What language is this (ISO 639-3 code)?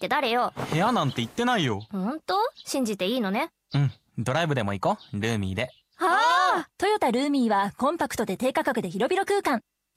jpn